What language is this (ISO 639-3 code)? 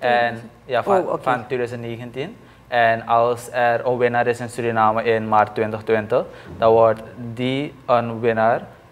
nld